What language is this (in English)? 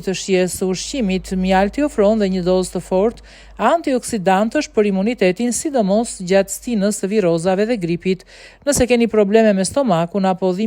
Albanian